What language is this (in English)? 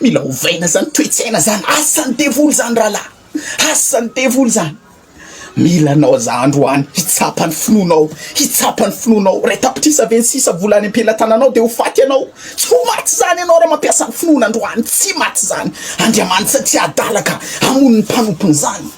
Malagasy